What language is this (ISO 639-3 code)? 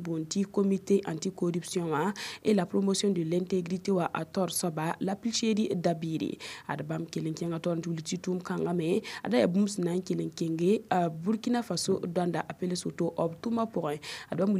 mos